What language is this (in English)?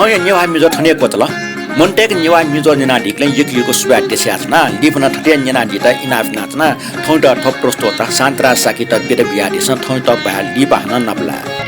Newari